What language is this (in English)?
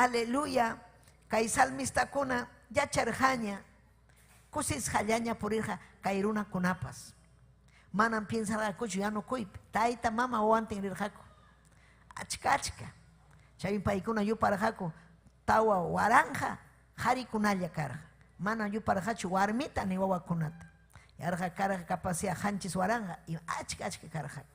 Ayacucho Quechua